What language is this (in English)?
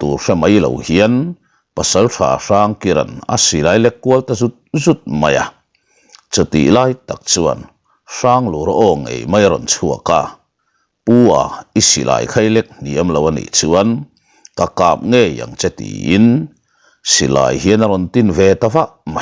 Mizo